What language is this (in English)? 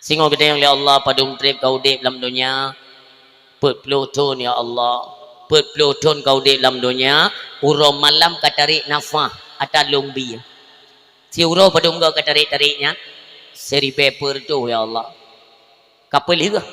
Achinese